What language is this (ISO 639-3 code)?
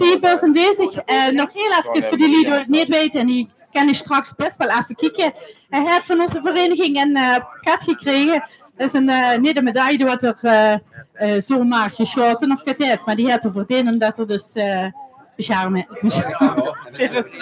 lim